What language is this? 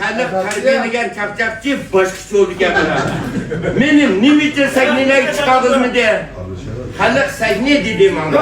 Uyghur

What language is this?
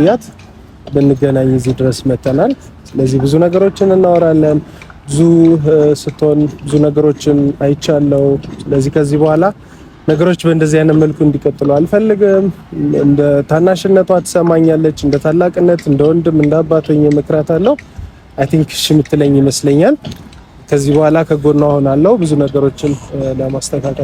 Amharic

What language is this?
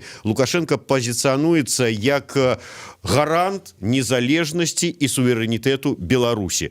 Belarusian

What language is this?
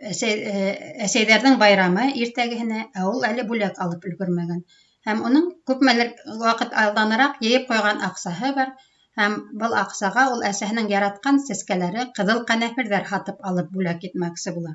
Bashkir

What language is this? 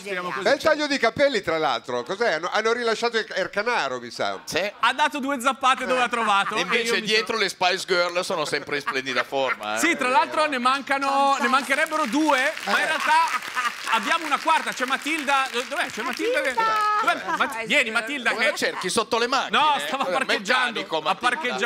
Italian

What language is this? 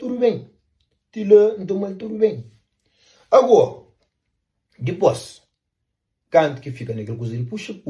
Kabuverdianu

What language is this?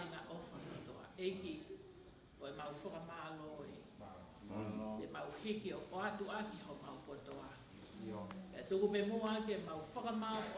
Tongan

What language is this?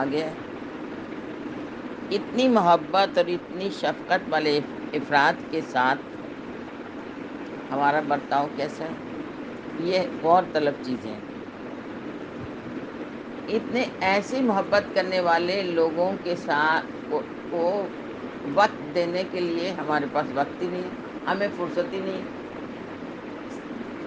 Urdu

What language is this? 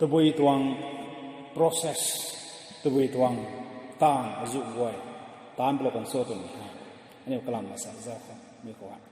Rongmei Naga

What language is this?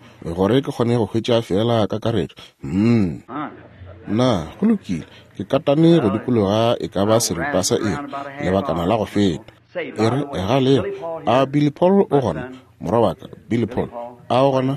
Northern Sotho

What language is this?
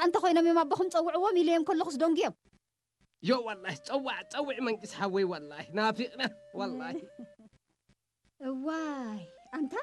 Tigrinya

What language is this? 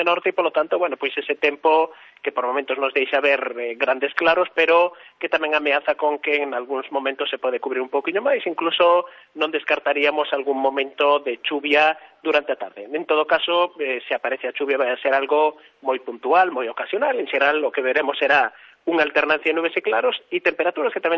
Galician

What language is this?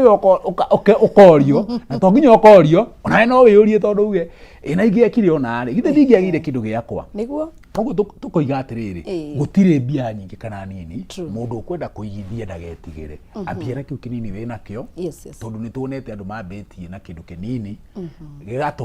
Kikuyu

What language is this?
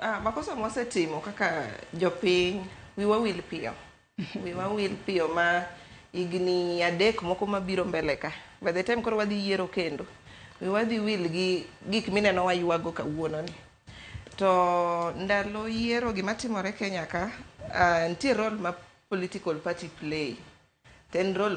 Luo (Kenya and Tanzania)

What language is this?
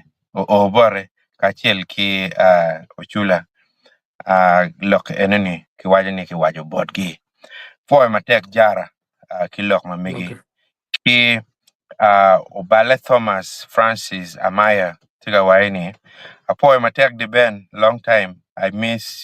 Acoli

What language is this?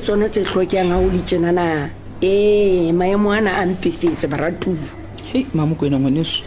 Southern Sotho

